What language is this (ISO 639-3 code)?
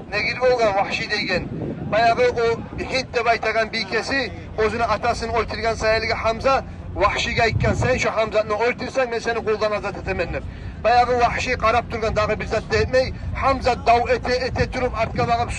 kum